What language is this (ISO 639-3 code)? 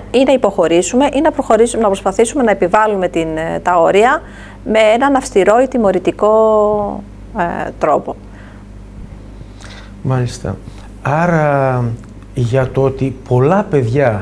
ell